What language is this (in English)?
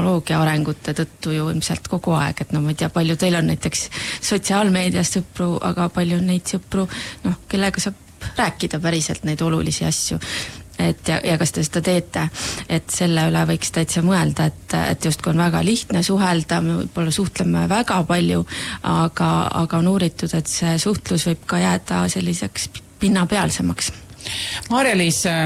Estonian